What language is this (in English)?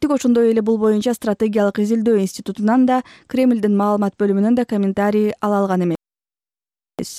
Kyrgyz